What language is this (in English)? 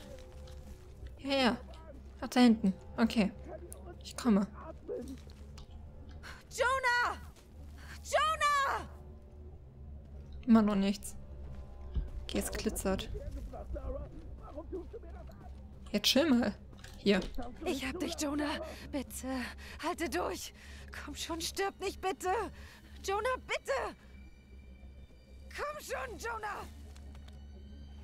German